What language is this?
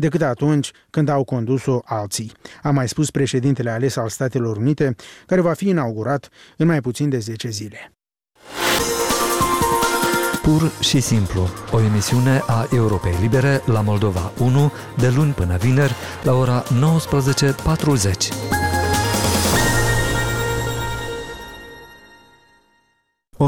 Romanian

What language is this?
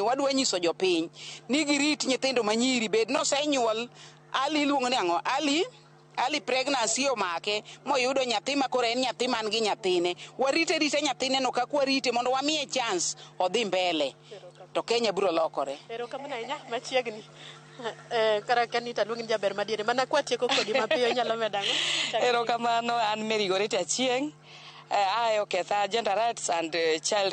Luo (Kenya and Tanzania)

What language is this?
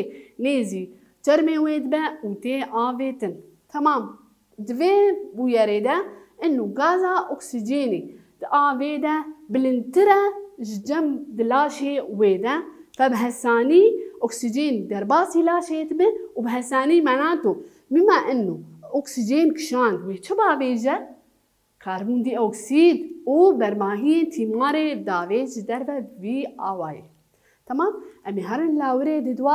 Kurdish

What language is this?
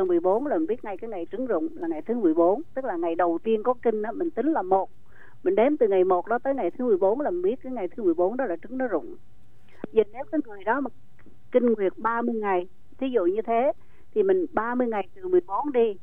Vietnamese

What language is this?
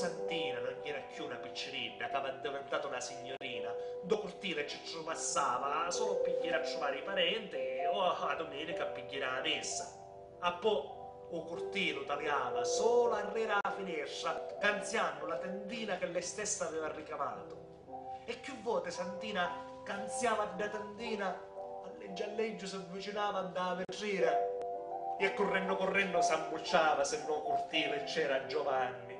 Sicilian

